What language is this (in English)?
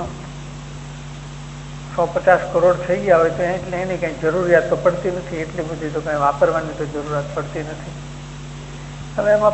Gujarati